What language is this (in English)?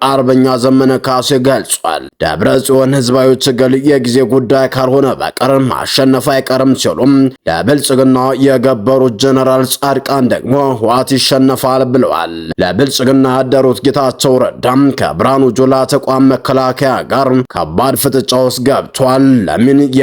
Amharic